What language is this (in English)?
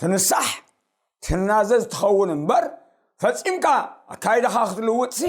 Tigrinya